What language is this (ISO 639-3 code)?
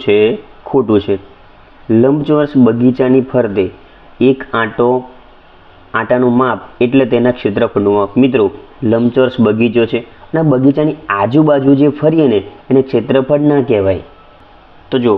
guj